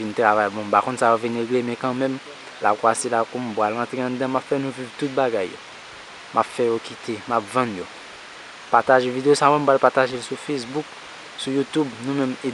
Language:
Haitian Creole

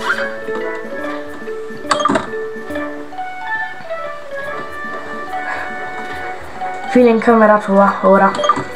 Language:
Italian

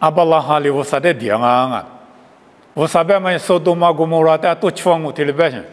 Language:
Lisu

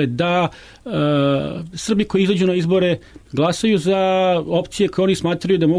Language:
Serbian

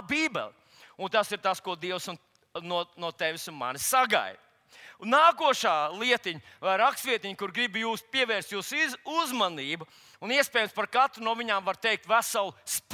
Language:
Latvian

